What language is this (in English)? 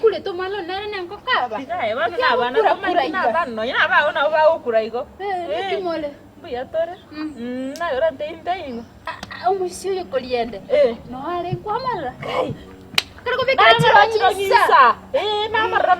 Gusii